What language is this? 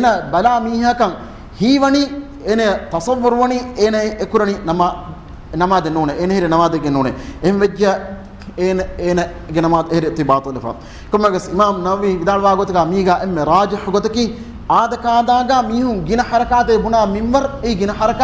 Divehi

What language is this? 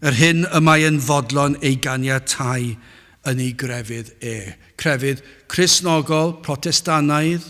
Welsh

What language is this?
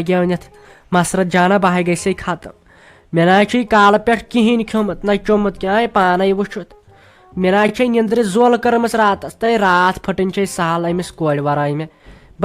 Kashmiri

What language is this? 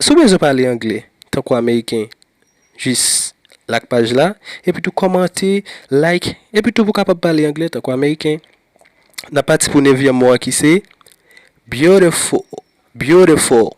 Haitian Creole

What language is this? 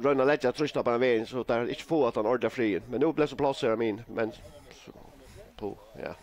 Faroese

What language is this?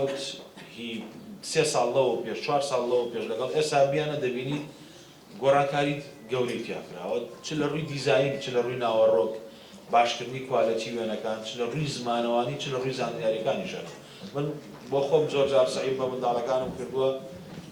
Central Kurdish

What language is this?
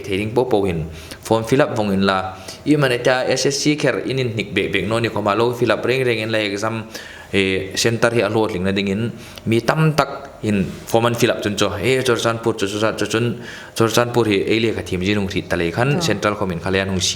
Hmar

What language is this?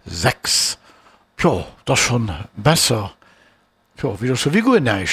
Luxembourgish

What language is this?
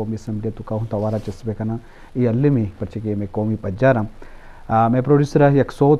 Eastern Balochi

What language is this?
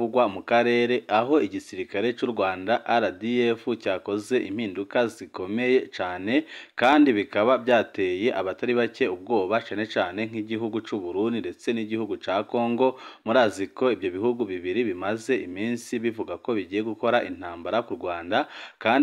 Rundi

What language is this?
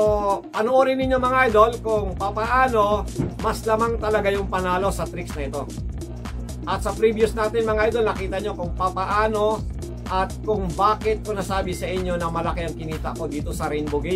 Filipino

